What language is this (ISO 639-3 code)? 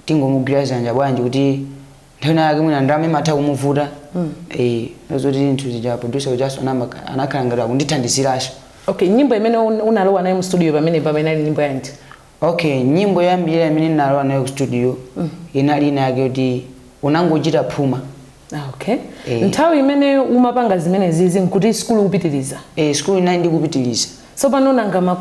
nya